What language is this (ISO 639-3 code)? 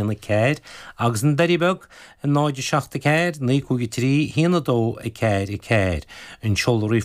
gle